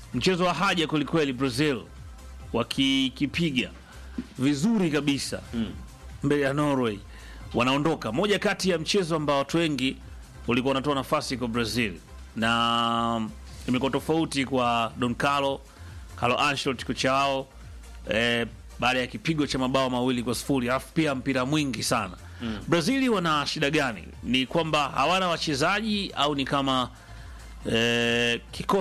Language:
Swahili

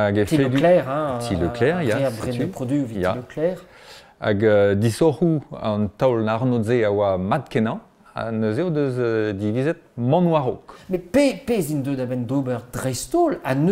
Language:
Breton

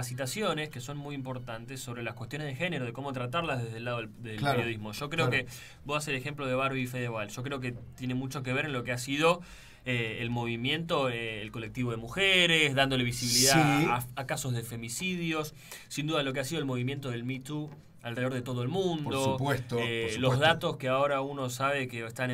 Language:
Spanish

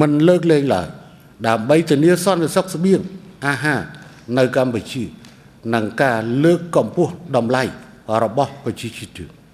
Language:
Khmer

